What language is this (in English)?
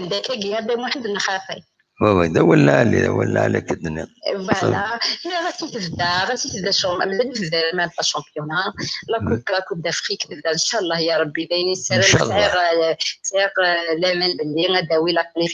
Kabyle